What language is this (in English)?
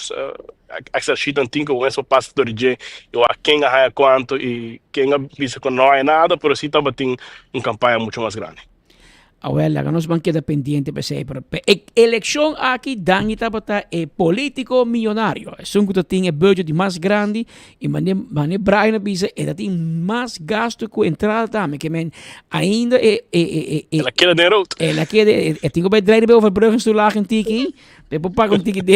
Papiamento